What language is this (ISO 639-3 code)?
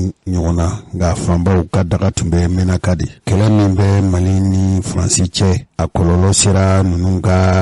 bam